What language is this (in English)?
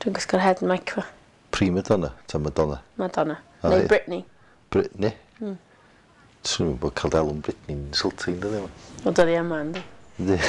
Welsh